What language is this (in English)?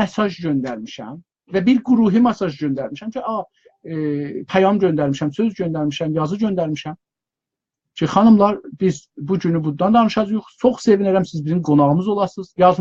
South Azerbaijani